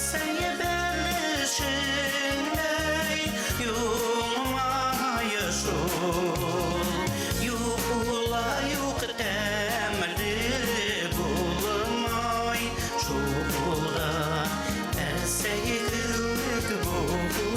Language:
Bashkir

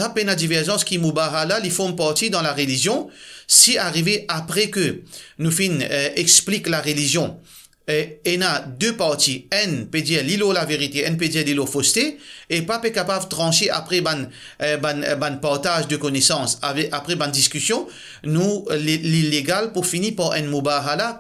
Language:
Morisyen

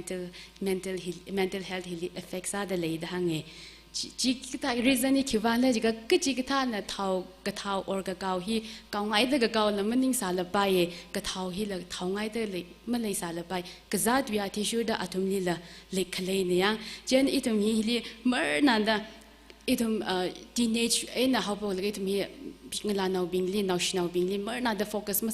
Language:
Tangkhul Naga (India)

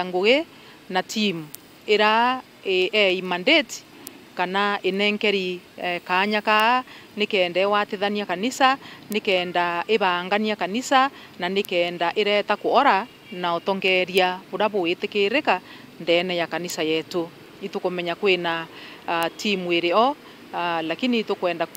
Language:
Meru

